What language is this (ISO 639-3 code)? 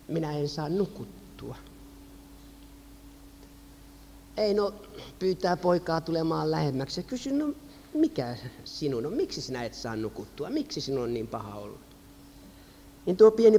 fin